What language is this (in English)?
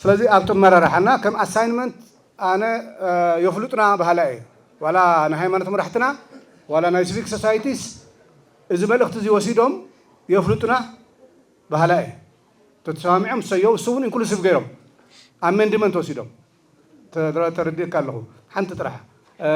Tigrinya